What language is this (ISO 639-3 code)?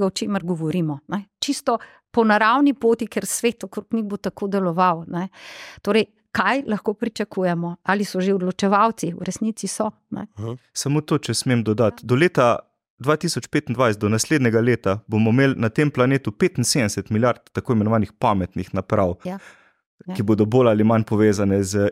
slv